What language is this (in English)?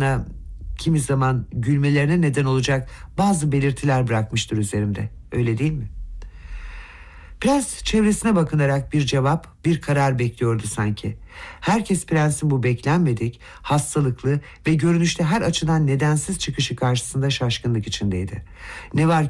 Turkish